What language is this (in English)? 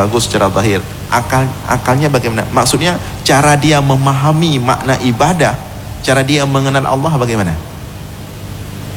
Malay